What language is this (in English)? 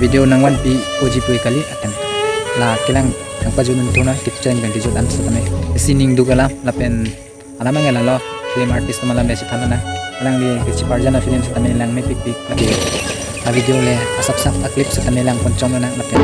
Karbi